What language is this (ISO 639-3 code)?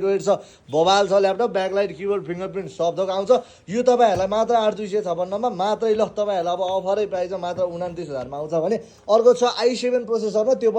nep